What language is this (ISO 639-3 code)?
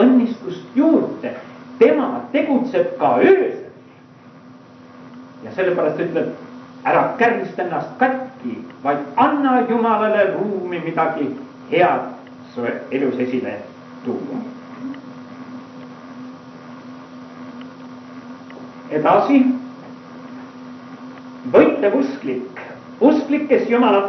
est